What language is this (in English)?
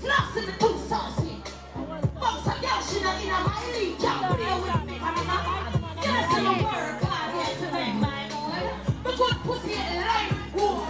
Jamaican Creole English